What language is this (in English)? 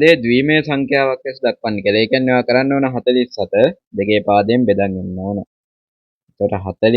Sinhala